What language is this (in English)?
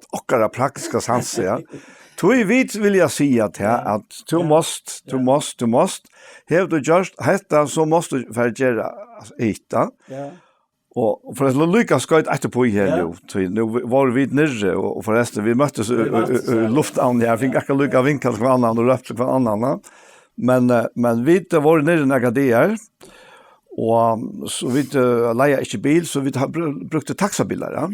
Faroese